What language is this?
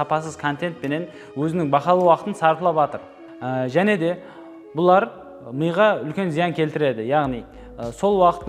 Kara-Kalpak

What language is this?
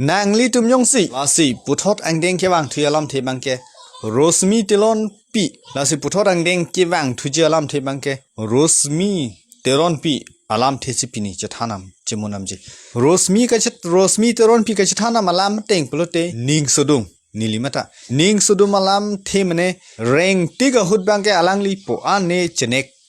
Karbi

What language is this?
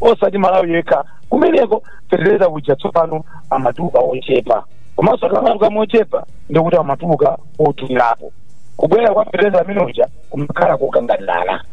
Nyanja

